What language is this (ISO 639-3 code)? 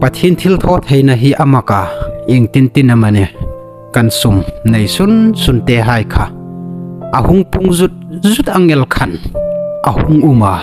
hmr